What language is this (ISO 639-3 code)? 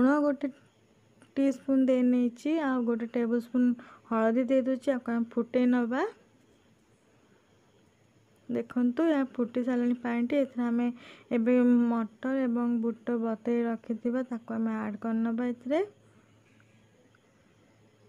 ori